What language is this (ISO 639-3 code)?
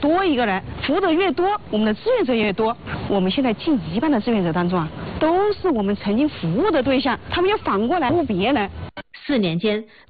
zho